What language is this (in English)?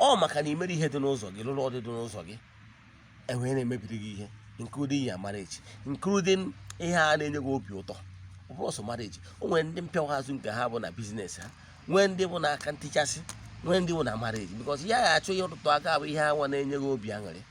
Igbo